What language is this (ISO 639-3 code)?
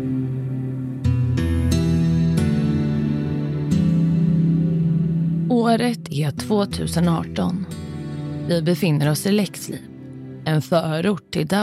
swe